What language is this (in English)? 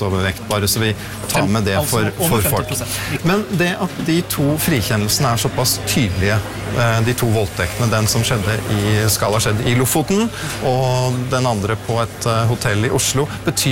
Norwegian